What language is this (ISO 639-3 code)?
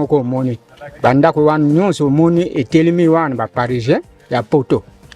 lin